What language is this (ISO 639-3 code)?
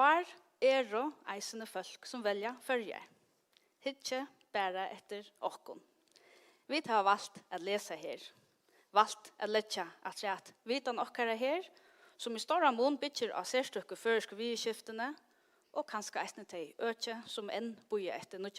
fao